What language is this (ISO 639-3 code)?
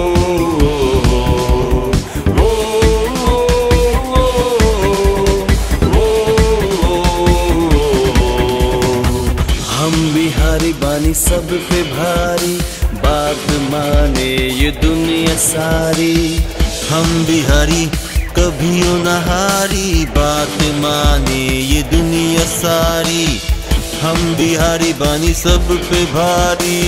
bho